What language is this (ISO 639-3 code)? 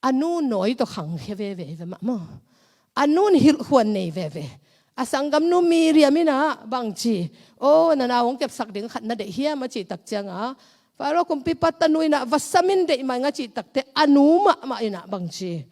ctd